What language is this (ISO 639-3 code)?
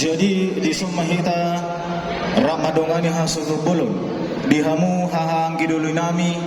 bbc